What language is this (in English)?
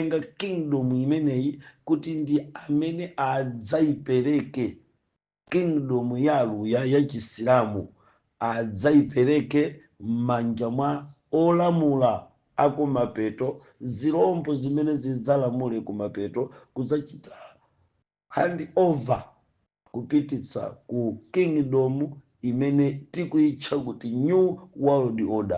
Nyanja